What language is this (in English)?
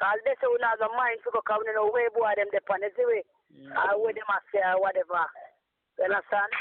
Jamaican Creole English